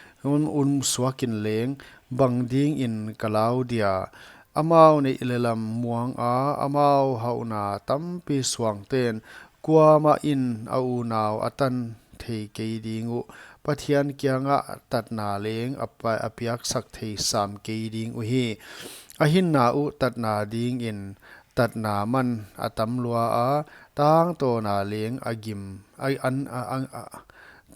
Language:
Paite Chin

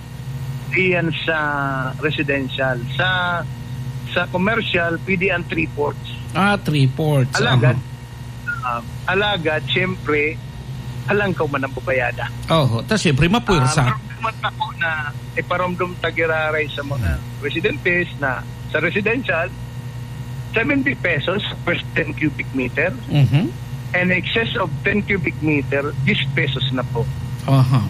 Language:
Bikol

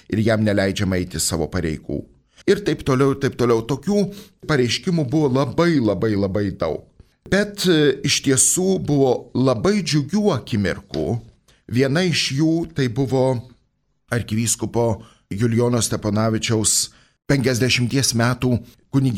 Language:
Lithuanian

